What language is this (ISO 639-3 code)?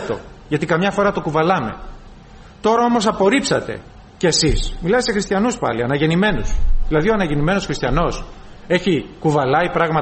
ell